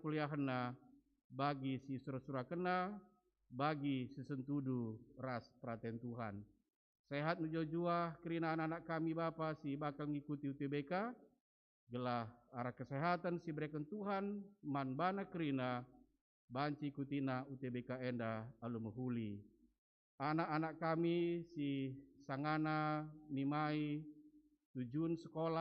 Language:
Batak Karo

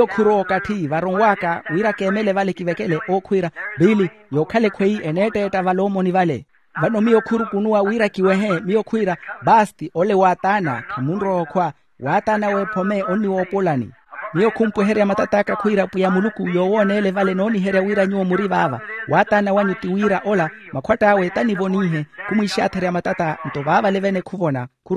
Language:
Makhuwa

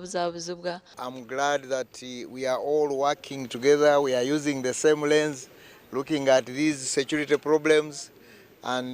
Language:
Nyankole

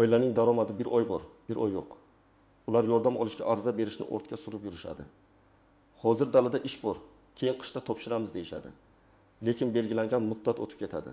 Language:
Uzbek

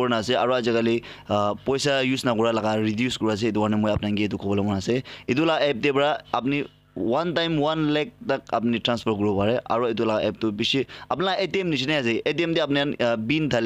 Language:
Naga Pidgin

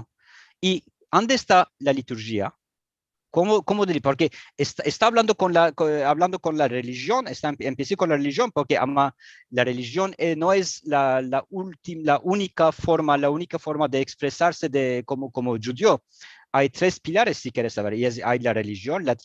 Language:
Ladino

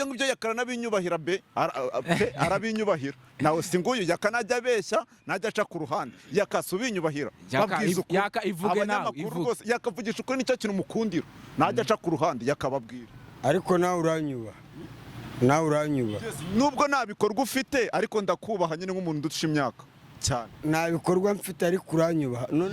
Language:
Kinyarwanda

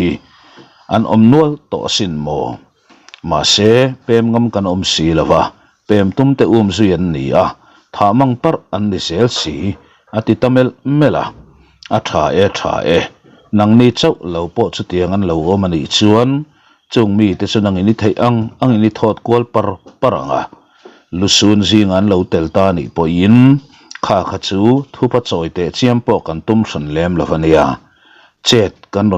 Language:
Mizo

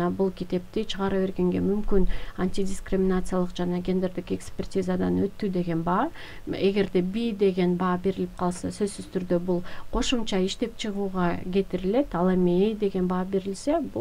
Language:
Kyrgyz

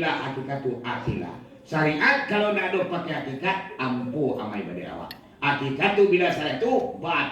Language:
Minangkabau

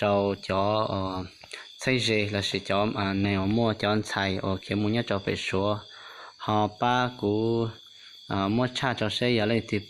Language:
Hmong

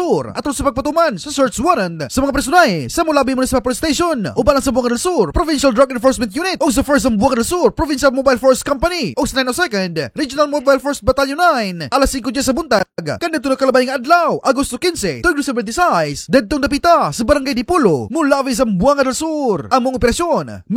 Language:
Cebuano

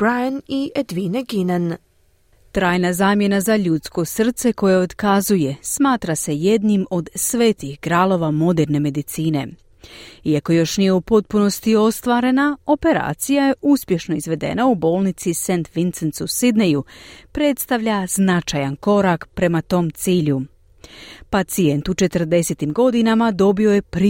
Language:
Croatian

